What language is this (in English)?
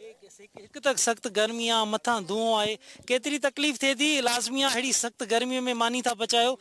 Sindhi